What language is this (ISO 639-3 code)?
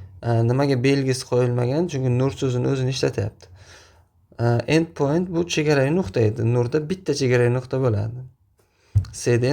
uzb